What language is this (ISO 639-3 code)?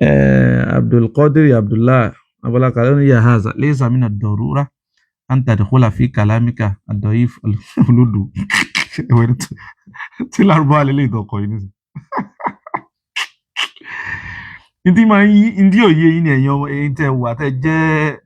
yor